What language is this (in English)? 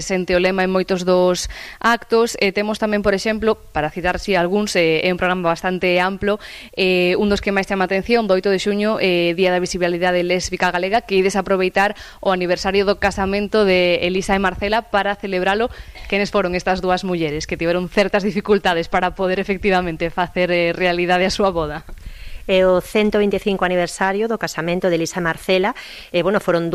Galician